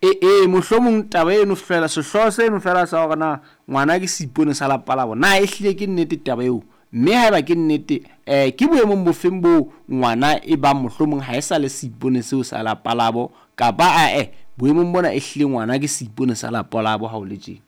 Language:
Southern Sotho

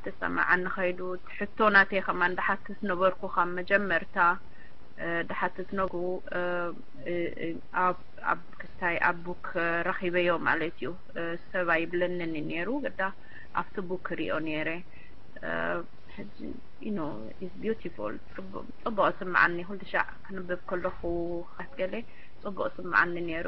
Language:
Tigrinya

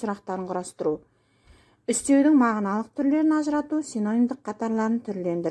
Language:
Kazakh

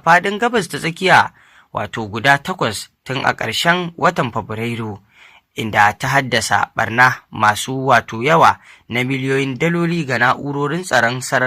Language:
Hausa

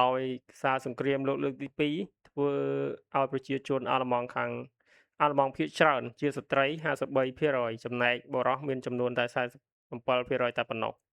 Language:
Khmer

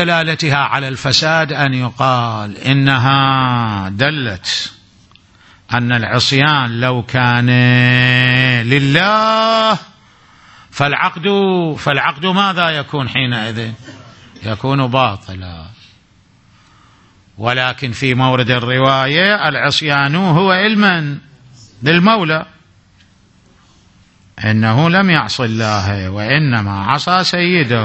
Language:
Arabic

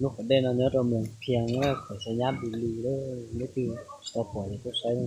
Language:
Hmong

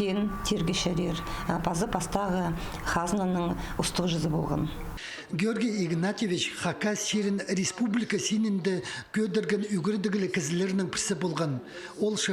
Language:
Khakas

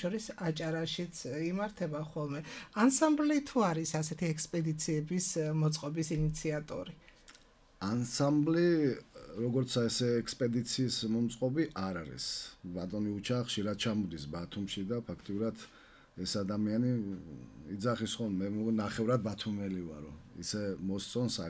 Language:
Georgian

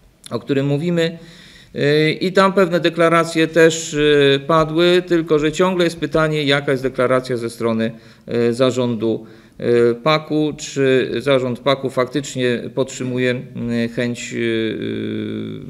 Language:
Polish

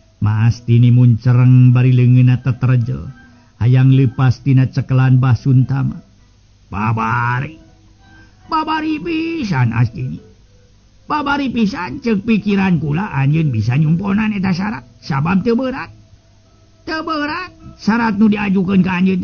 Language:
Sundanese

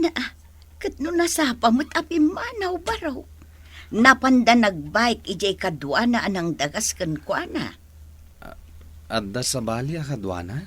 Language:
Iloko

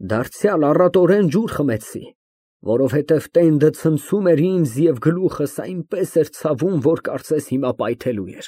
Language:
Armenian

